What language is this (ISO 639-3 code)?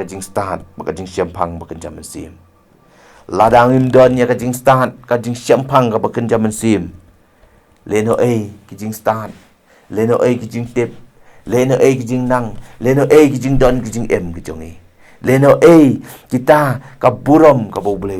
kha